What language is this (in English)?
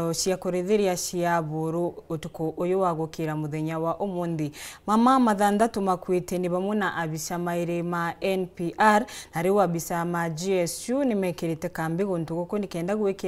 Meru